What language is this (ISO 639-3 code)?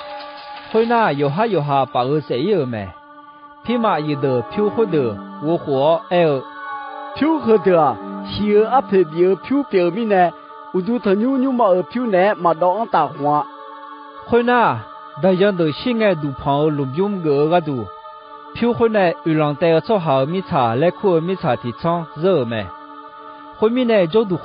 ahk